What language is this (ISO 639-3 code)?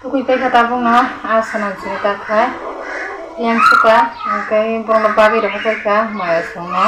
trp